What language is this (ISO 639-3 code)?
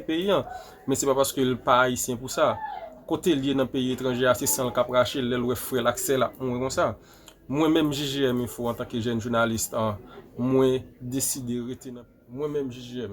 hat